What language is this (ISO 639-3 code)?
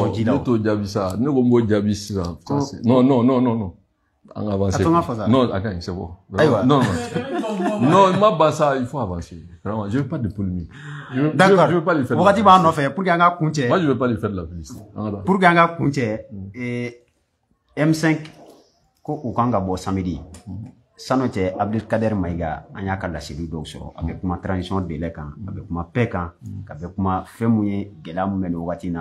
bam